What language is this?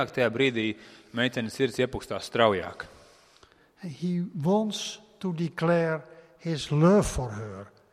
Latvian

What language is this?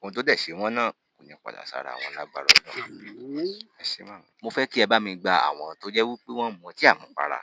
Yoruba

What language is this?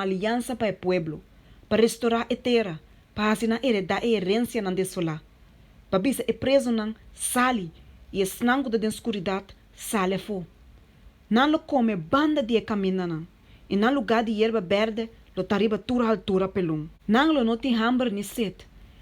Papiamento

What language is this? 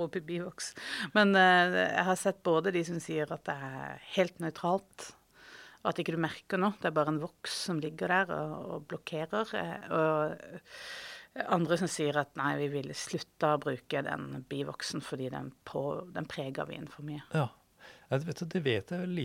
Norwegian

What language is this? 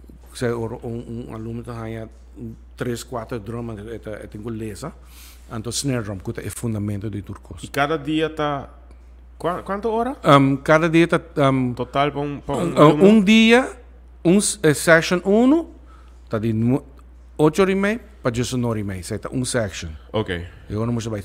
Papiamento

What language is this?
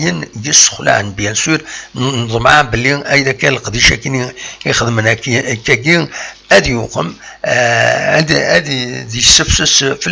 Kabyle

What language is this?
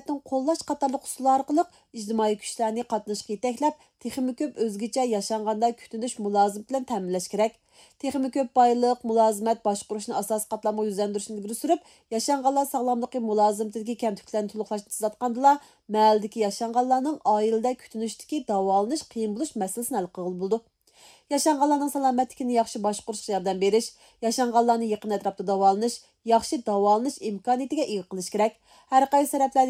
Uyghur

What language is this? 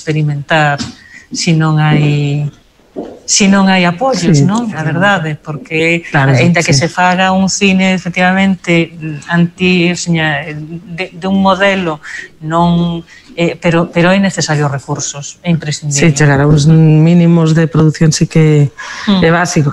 Galician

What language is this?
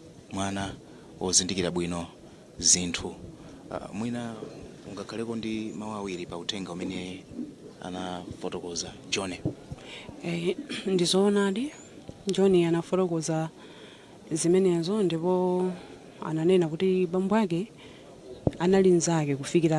Nyanja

